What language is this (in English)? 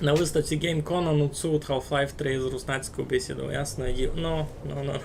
Rusyn